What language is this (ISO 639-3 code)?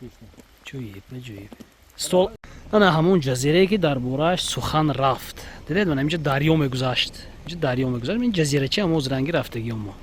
tgk